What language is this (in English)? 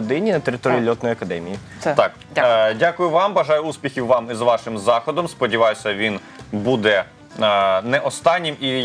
Ukrainian